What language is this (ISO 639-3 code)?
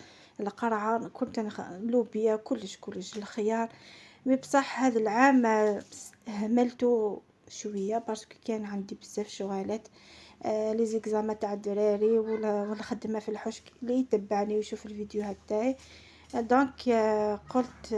arq